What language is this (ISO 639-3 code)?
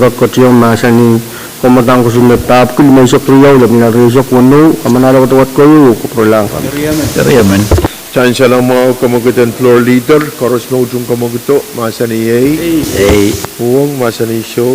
pon